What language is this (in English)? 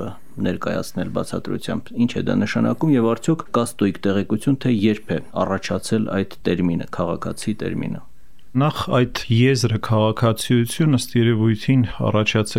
Armenian